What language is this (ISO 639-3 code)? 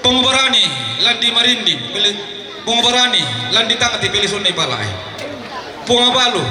sda